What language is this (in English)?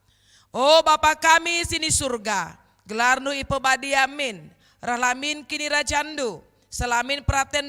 Batak Karo